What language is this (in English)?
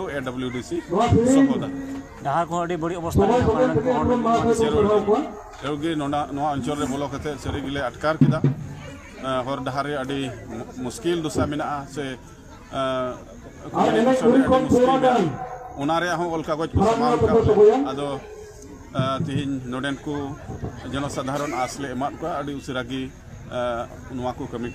Santali